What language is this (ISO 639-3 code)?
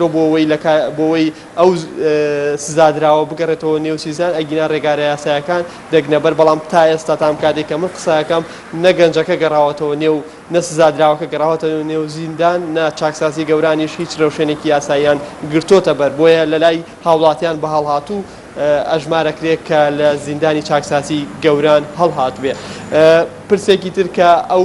ckb